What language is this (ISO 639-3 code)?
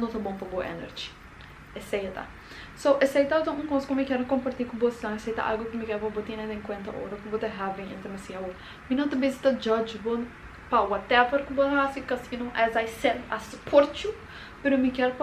pap